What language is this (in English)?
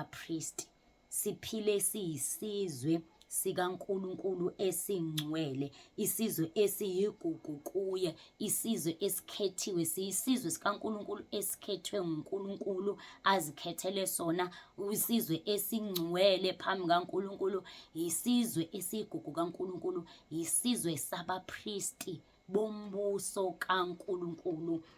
Zulu